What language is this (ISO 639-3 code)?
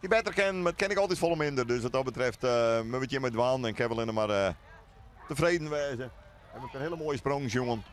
fry